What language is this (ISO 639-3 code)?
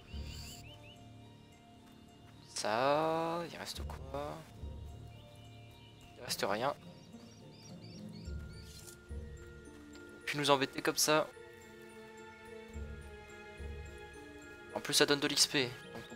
fra